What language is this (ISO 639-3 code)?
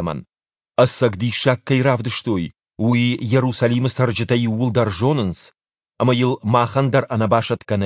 oss